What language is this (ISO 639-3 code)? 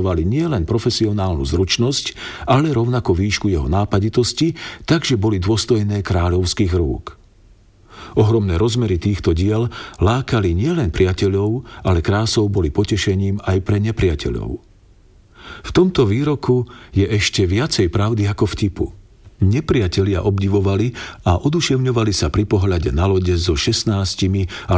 slk